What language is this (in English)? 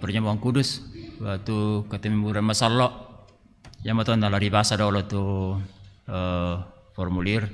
Toraja-Sa'dan